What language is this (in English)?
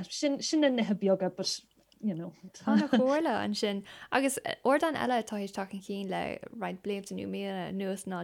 Irish